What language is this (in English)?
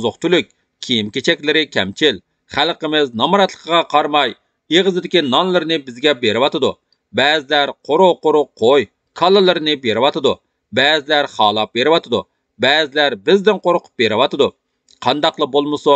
Uyghur